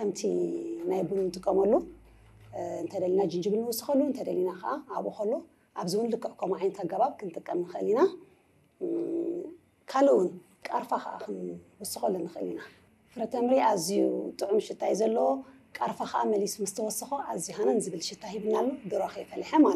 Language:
Tigrinya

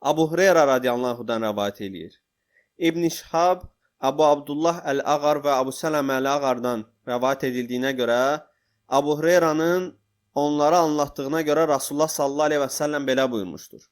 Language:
Azerbaijani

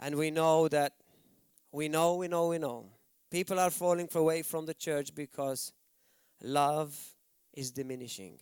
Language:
English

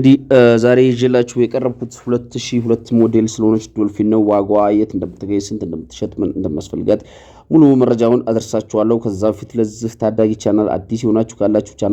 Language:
Amharic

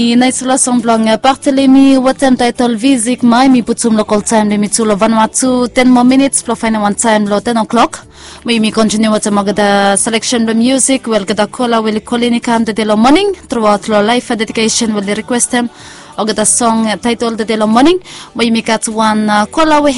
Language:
Bislama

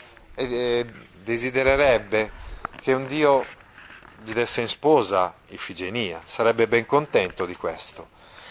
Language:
Italian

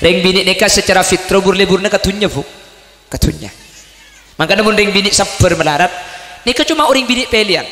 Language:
Madurese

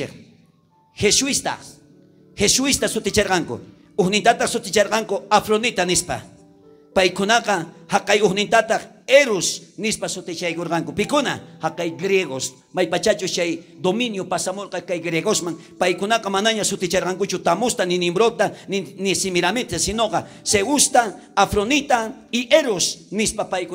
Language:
South Bolivian Quechua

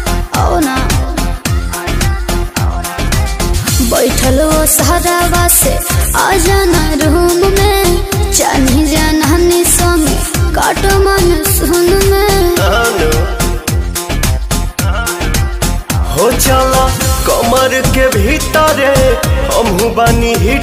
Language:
Bhojpuri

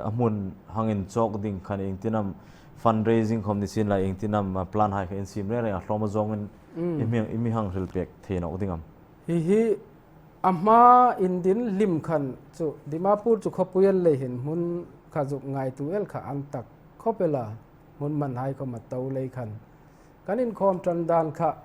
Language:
Hmar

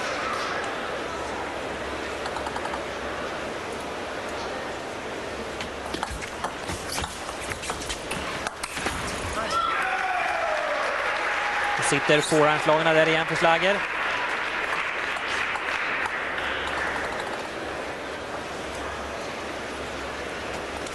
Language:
Swedish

